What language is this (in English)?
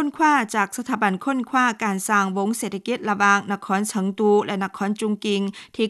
Lao